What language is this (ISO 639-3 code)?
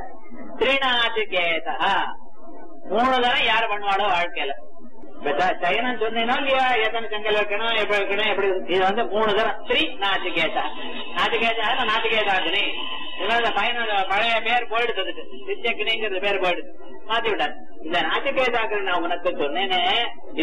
tam